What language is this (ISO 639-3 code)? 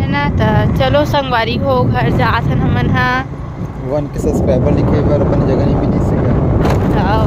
hne